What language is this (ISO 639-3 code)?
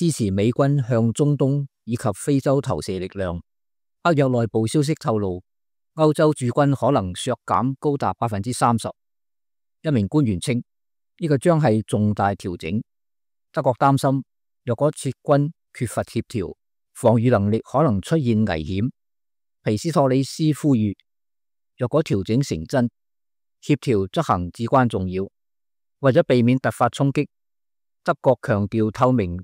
yue